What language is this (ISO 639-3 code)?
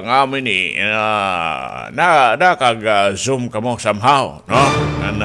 war